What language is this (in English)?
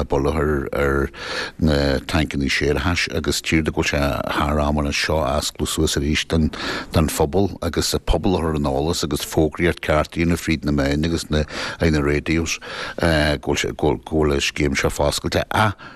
Irish